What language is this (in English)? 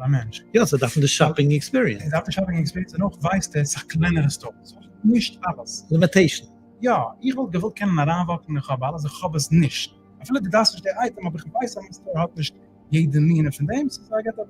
Yiddish